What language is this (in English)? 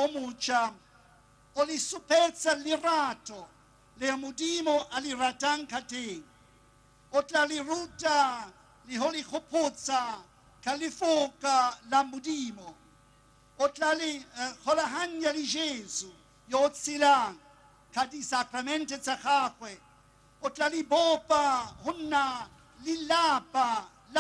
Tswana